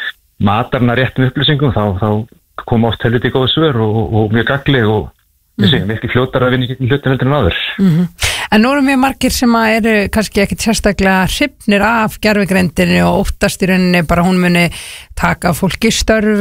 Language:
Icelandic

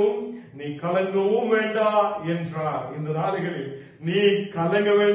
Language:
Tamil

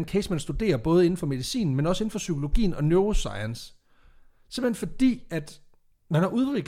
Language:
Danish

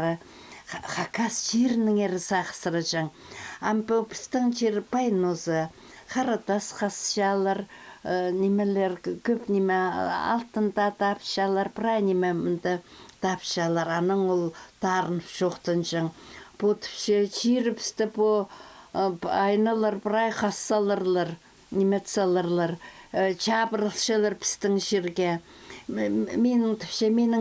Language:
Khakas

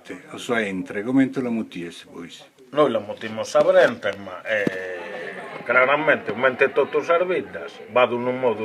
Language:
Sardinian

